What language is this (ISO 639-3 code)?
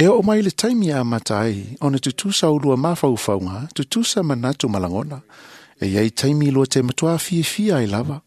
smo